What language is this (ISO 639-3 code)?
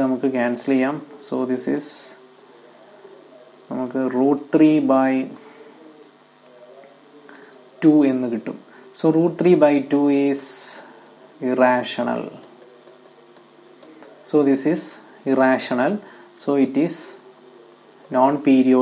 mal